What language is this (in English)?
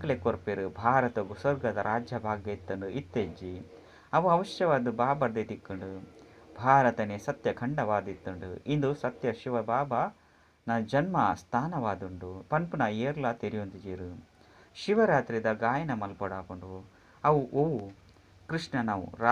Tulu